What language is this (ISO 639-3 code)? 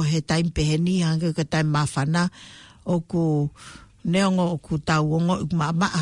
ton